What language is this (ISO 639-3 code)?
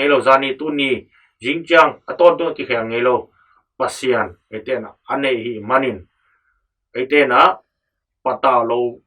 ctd